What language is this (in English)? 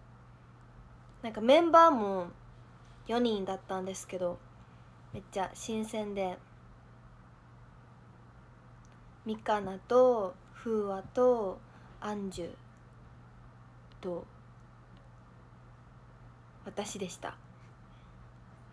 Japanese